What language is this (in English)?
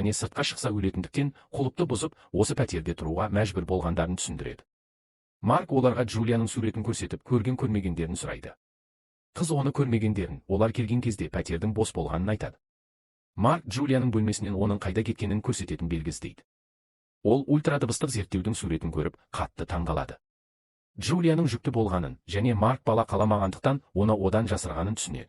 Kazakh